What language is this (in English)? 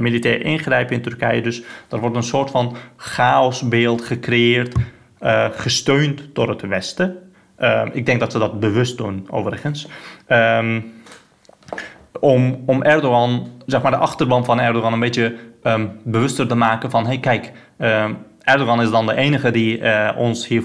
Dutch